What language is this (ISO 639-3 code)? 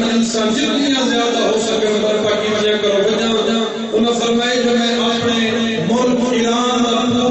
urd